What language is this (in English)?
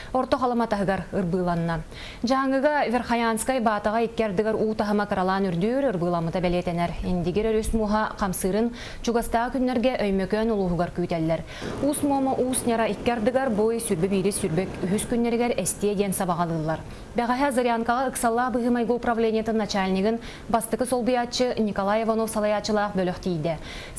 Yakut